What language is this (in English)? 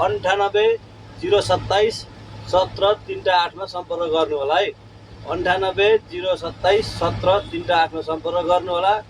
Nepali